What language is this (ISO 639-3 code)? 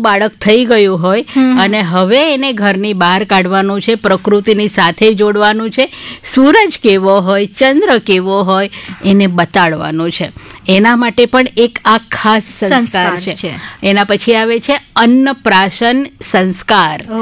guj